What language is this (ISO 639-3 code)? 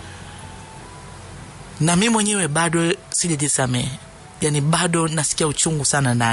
swa